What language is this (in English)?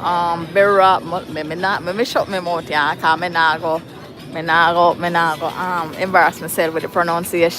Jamaican Creole English